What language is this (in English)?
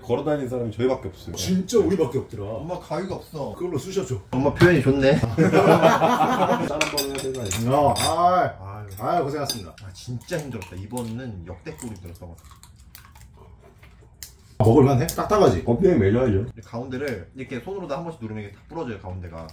Korean